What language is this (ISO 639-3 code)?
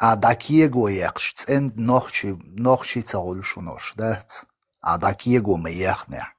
che